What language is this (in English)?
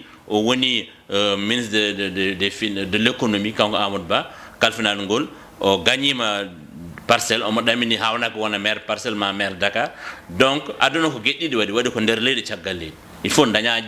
Fula